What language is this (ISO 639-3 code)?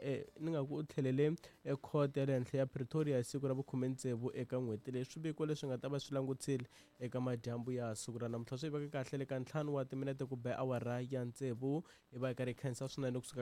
tso